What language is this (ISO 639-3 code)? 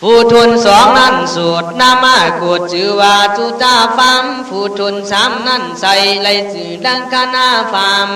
kkh